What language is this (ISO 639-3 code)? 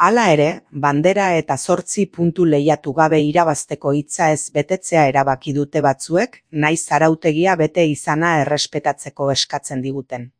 eus